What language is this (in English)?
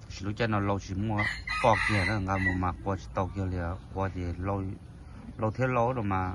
Hmong